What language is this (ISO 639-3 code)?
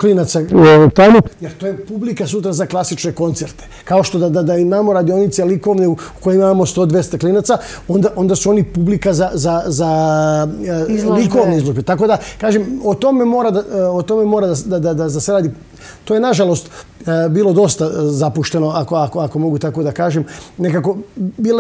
srp